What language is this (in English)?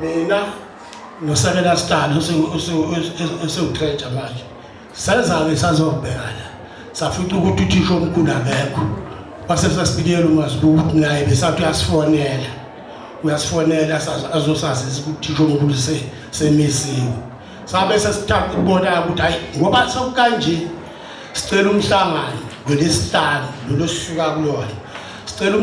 Zulu